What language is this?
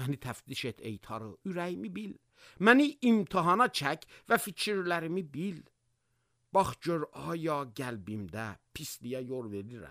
Azerbaijani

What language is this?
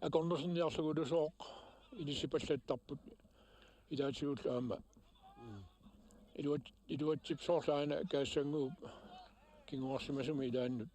Kalaallisut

